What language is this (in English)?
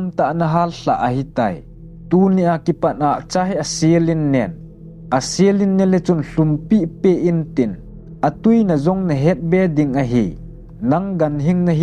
Thado Chin